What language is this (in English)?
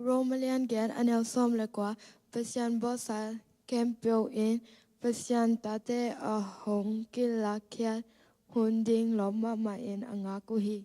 Tedim Chin